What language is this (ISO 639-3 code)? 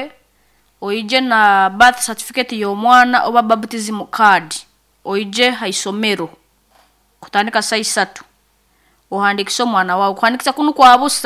nyo